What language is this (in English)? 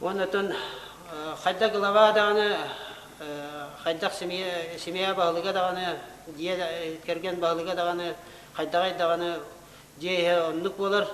Yakut